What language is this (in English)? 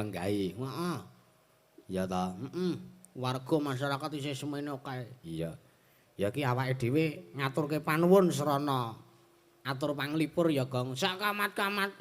Javanese